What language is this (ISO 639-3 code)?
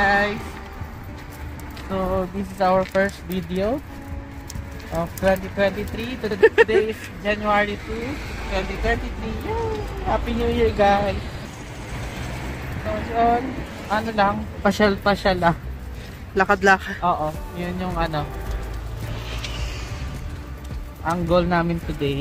fil